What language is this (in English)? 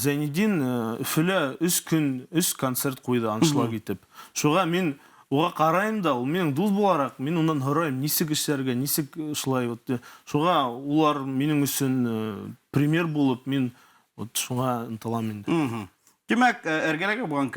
Bashkir